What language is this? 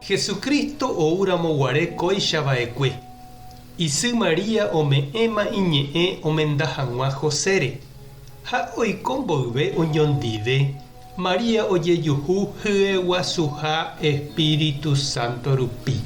Guarani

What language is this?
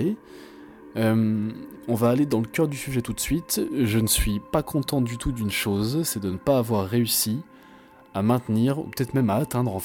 French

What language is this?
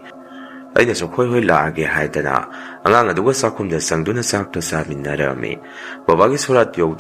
Manipuri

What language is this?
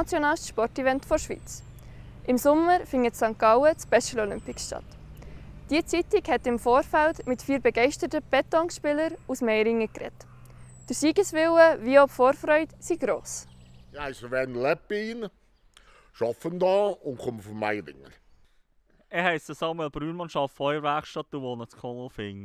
Swiss German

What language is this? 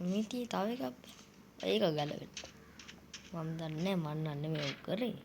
Sinhala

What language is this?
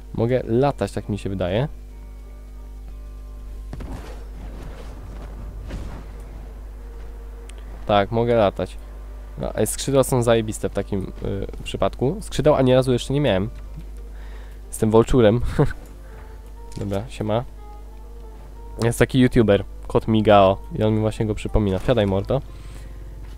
Polish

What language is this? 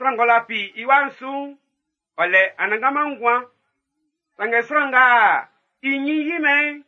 Baoulé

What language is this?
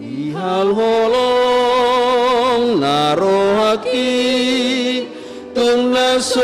Batak Toba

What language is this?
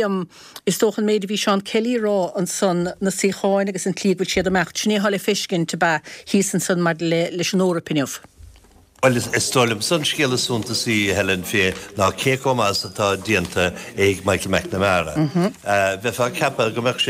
Irish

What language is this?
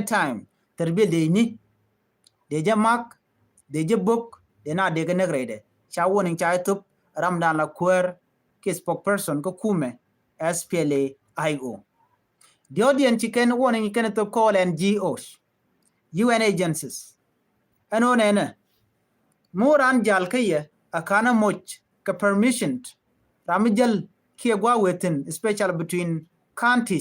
Nuer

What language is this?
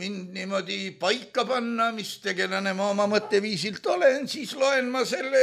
Estonian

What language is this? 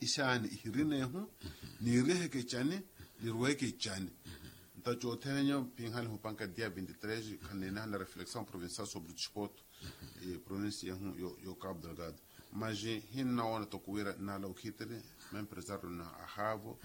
Makhuwa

